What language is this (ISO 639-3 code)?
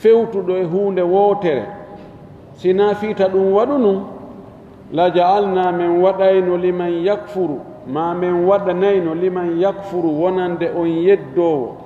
ful